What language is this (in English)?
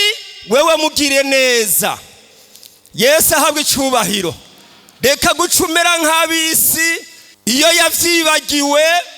Rundi